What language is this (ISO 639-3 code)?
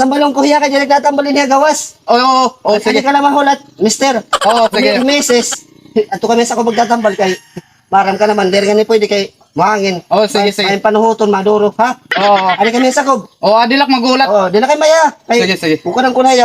war